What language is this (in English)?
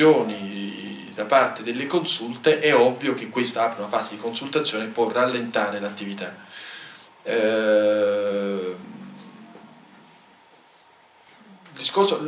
Italian